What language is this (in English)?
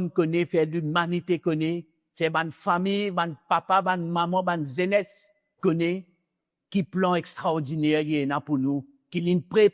Morisyen